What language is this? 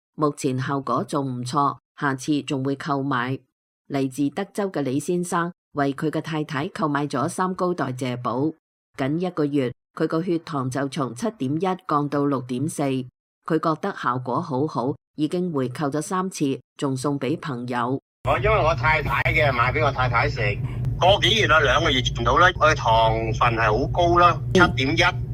Cantonese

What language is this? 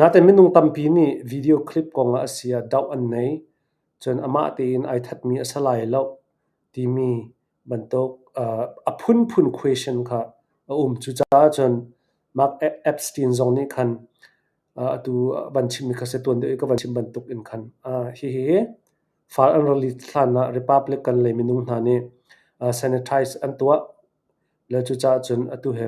Hakha Chin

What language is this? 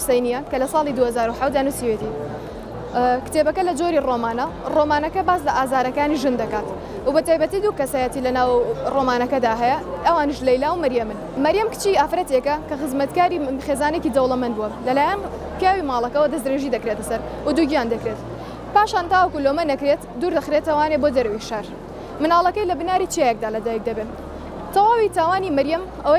Central Kurdish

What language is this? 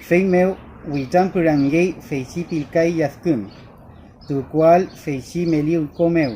Mapuche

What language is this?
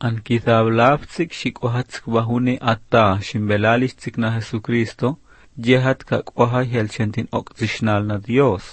Armenian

